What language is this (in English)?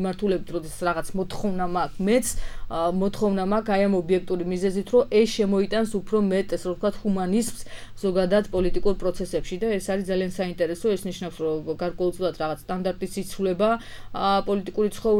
Georgian